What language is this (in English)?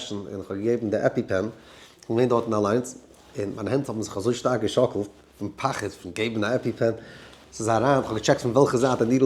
Yiddish